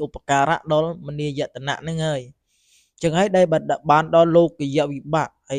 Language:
Khmer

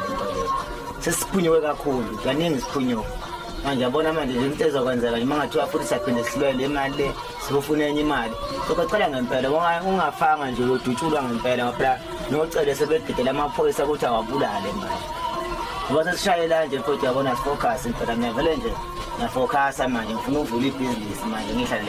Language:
Zulu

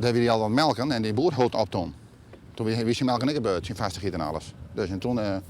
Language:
Western Frisian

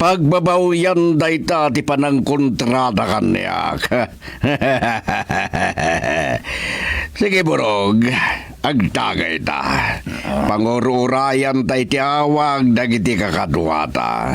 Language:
Iloko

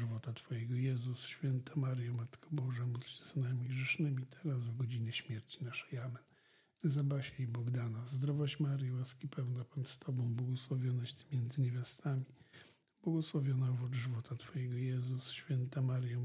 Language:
Polish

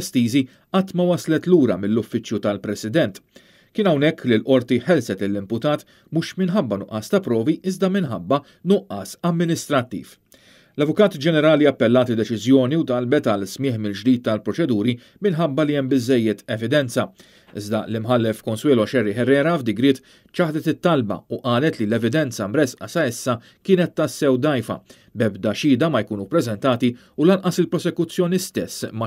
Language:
Maltese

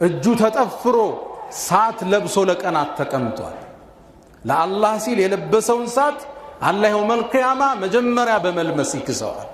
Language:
Amharic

